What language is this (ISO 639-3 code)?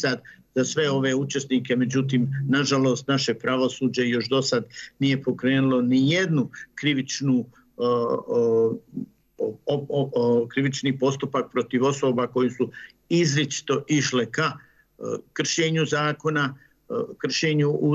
bos